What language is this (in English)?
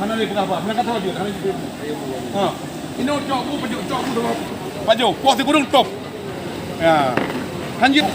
Achinese